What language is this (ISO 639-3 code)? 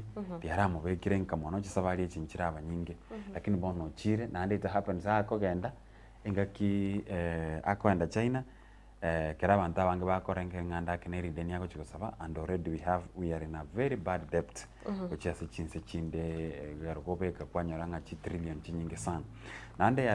guz